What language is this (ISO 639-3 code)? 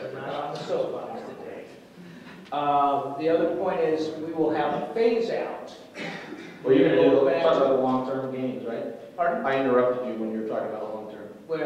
eng